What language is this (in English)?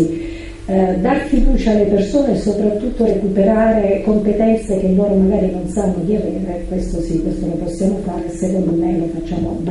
Italian